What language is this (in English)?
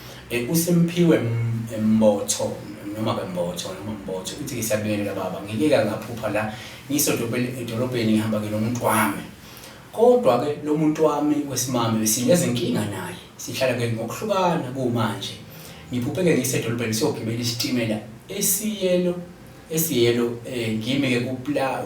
Zulu